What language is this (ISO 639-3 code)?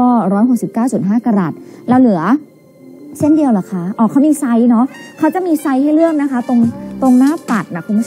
tha